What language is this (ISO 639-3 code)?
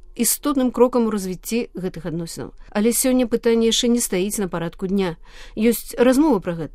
bel